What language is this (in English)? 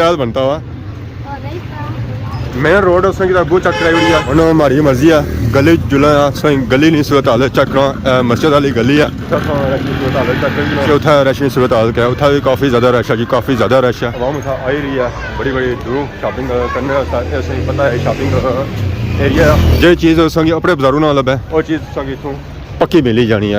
Pahari-Potwari